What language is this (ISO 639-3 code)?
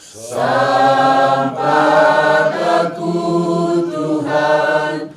btx